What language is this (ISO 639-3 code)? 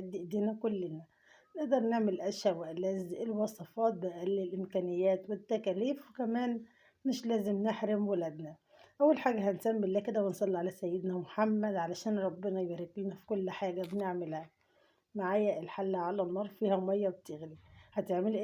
arz